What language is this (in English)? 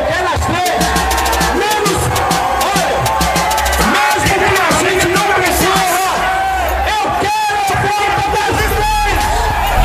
Portuguese